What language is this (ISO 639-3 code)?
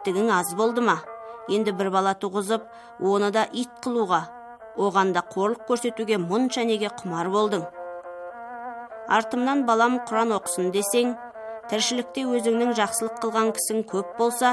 kaz